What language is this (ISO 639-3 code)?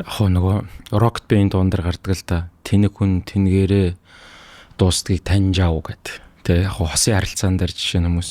mon